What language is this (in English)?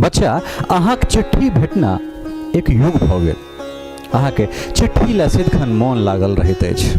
Maithili